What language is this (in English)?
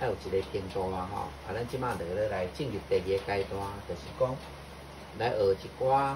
Min Nan Chinese